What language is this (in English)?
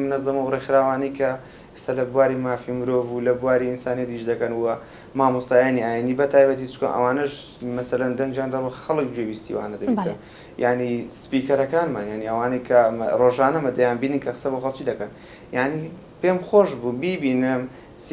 Central Kurdish